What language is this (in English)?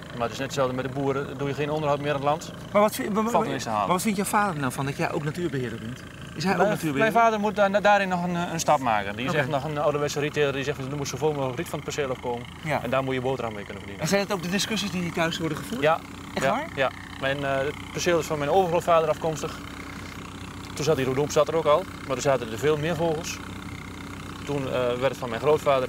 Dutch